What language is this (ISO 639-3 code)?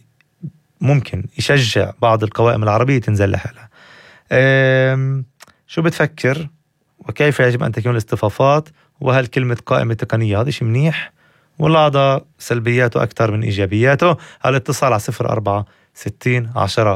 apc